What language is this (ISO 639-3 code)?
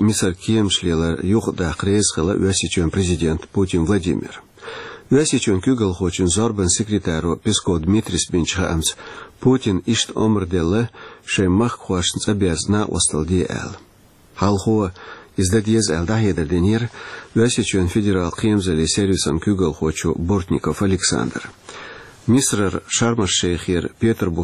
che